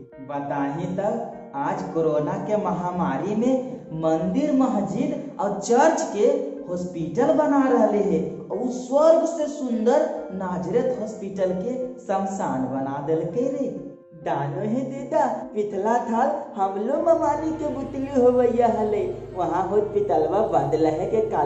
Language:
Magahi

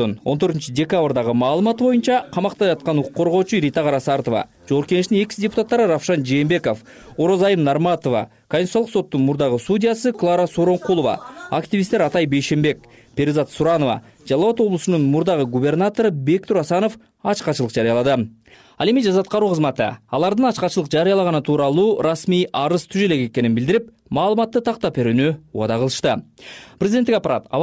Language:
Kyrgyz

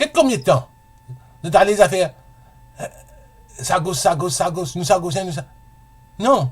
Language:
Morisyen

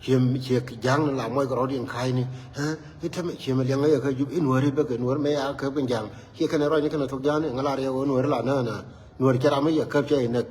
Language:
Nuer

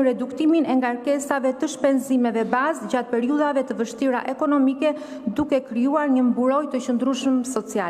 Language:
Albanian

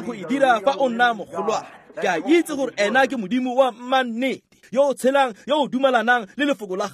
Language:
Tswana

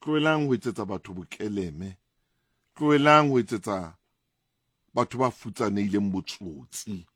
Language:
Southern Sotho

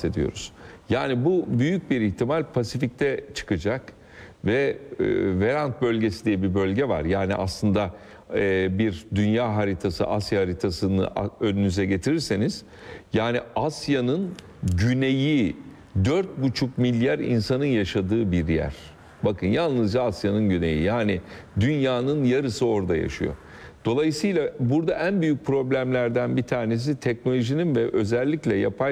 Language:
Turkish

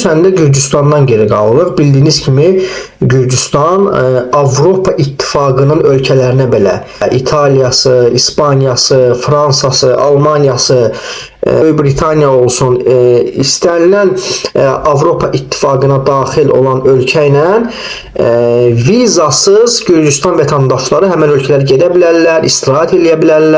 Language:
Azerbaijani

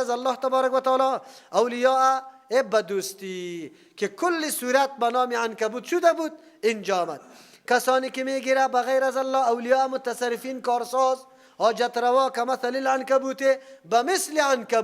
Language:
Persian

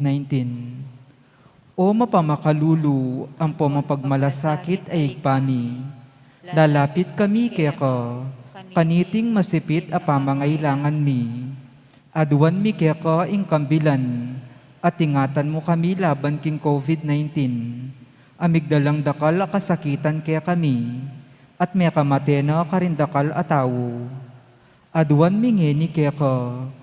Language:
Pampanga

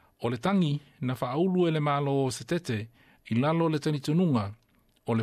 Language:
Samoan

